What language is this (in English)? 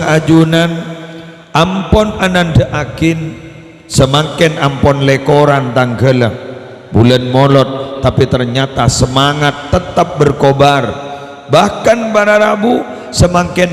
Madurese